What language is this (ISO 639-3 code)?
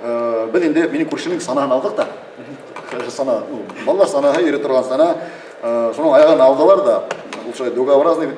bak